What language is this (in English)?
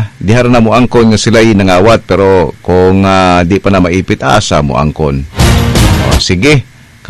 Cebuano